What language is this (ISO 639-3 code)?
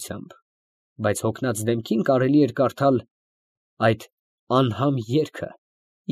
hye